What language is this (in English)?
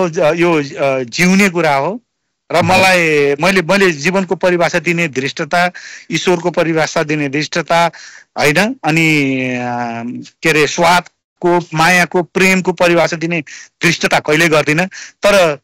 Nepali